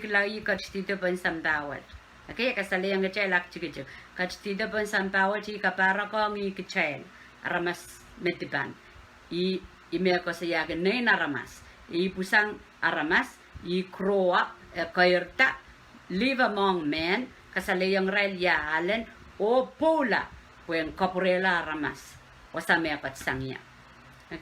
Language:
Pohnpeian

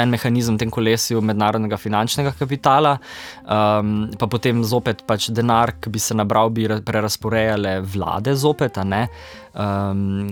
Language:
Slovenian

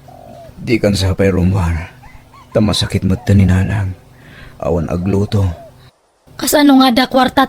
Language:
Iloko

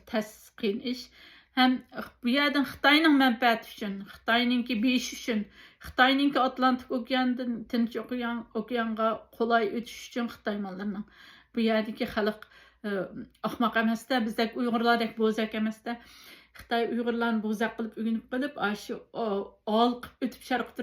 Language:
Uyghur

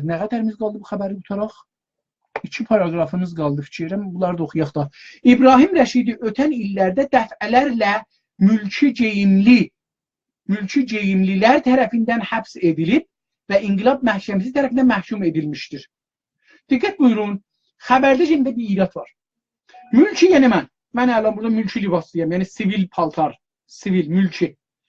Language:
South Azerbaijani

